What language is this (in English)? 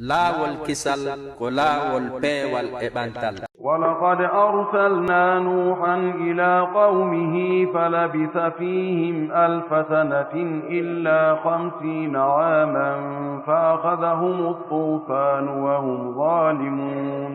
Pular